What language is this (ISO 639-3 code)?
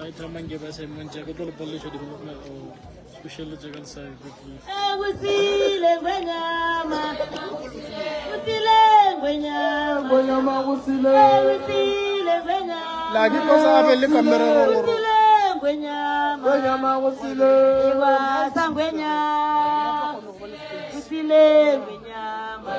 nso